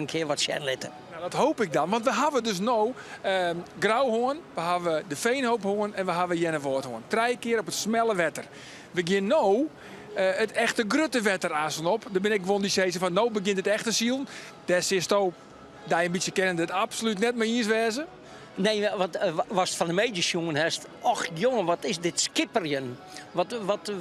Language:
Western Frisian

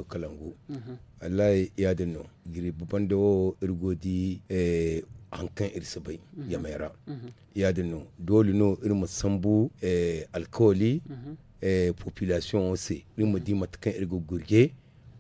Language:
Zarma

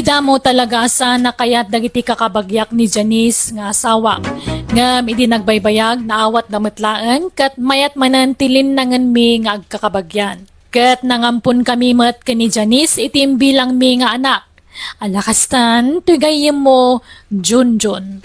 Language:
Iloko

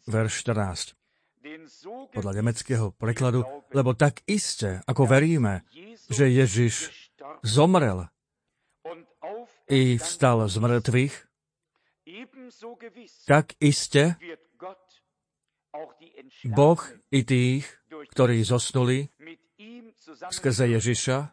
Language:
Slovak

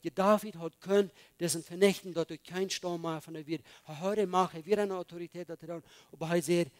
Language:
Plautdietsch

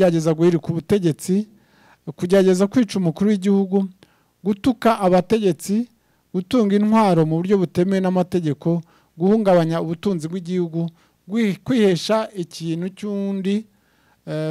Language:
Kinyarwanda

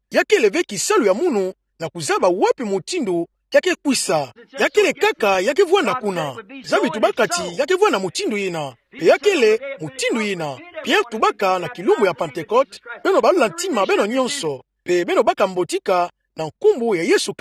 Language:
Kituba (Democratic Republic of Congo)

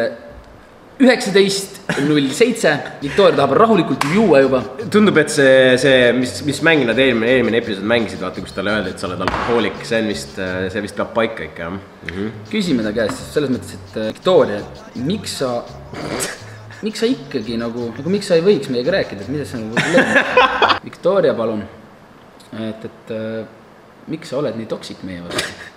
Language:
Estonian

